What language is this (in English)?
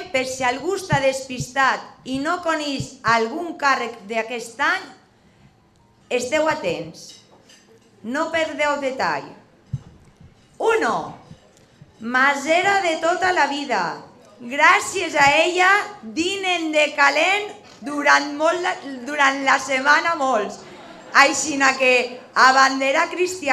Catalan